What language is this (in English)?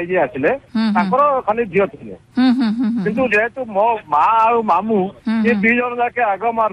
Odia